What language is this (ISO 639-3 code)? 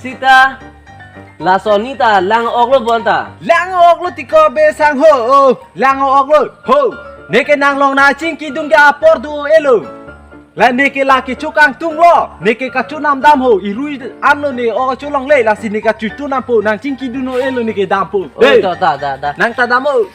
mjw